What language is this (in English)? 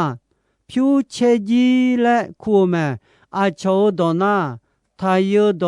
Akha